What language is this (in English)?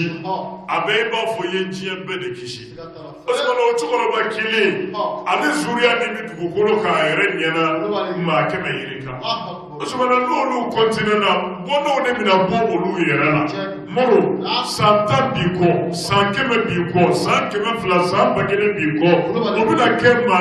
Bambara